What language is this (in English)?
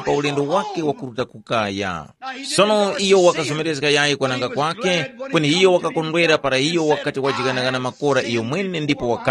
Tumbuka